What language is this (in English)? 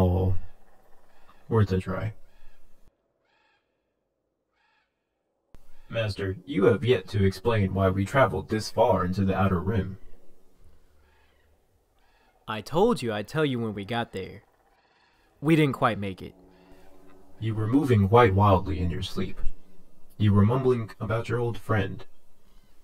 English